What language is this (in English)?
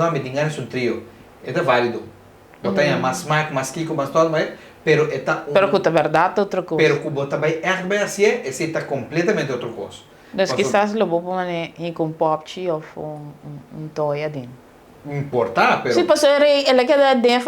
Papiamento